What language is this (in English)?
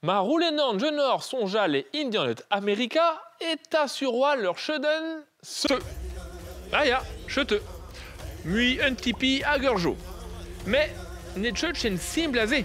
Breton